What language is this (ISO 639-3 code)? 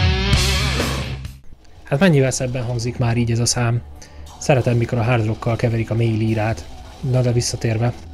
hun